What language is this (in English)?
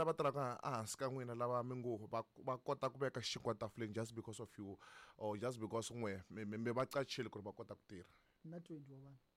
Tsonga